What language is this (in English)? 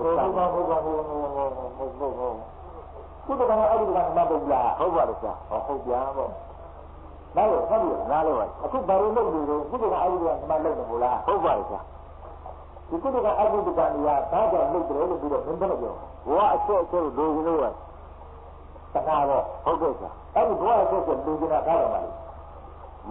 Burmese